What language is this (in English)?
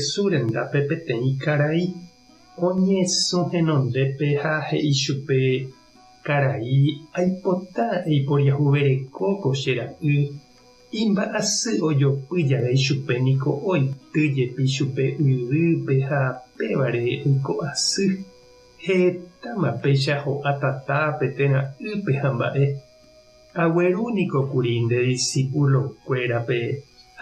Guarani